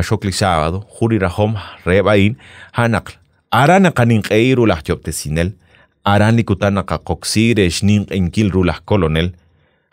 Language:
Kekchí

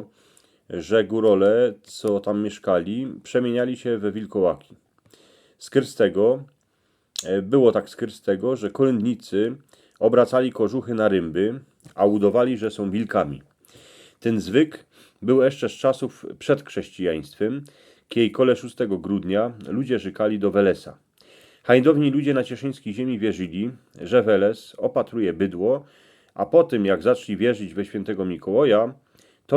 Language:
Silesian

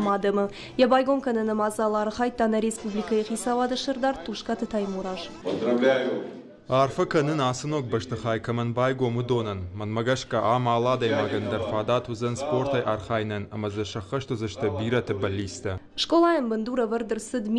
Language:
Ossetic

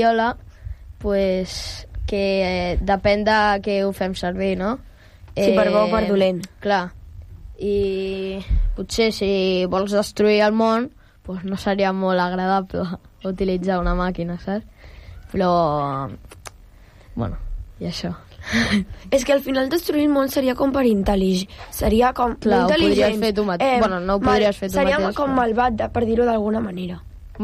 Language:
Catalan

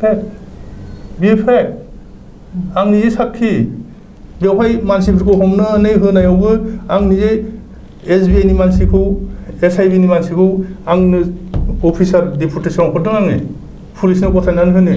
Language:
Bodo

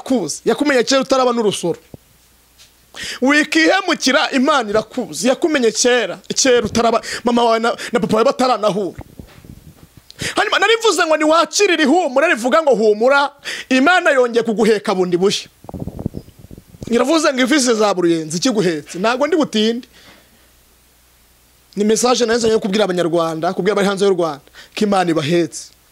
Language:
Kinyarwanda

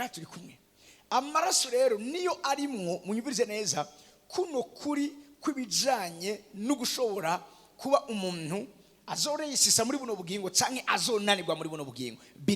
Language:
Rundi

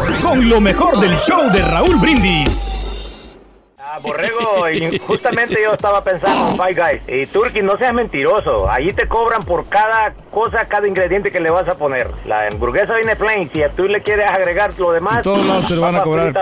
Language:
Spanish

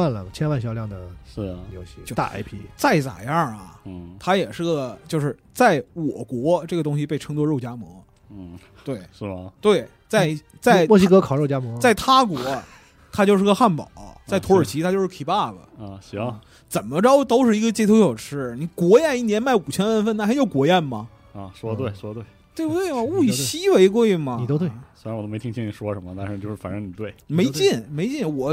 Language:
Chinese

